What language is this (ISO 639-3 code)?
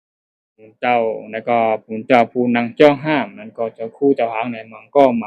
shn